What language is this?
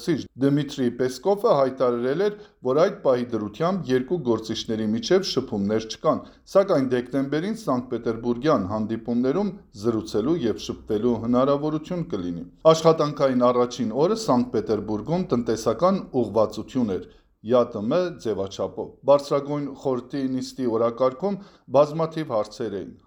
Armenian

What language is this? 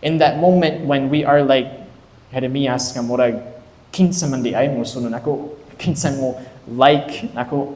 Cebuano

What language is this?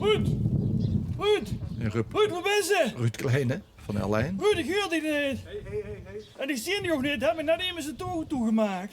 Limburgish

